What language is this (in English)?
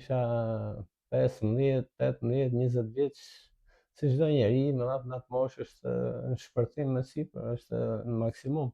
Albanian